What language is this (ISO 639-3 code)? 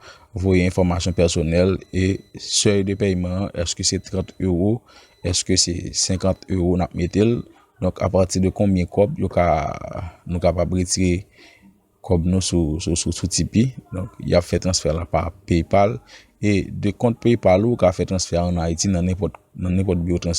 hat